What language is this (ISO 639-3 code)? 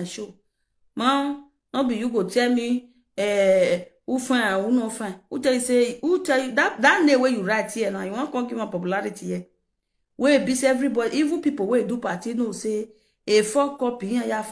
pcm